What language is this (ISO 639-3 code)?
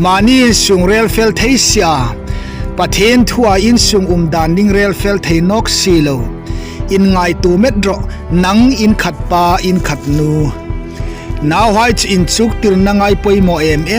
hmr